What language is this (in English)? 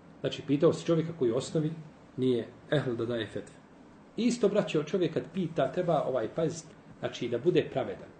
Bosnian